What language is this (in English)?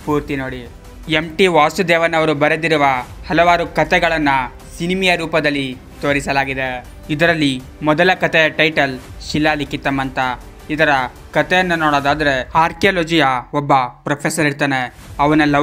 Kannada